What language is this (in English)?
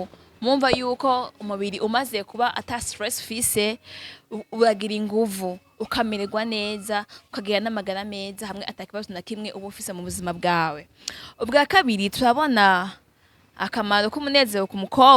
Rundi